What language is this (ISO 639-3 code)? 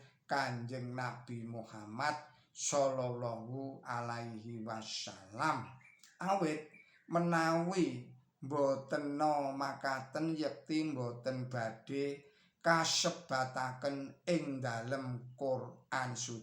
jav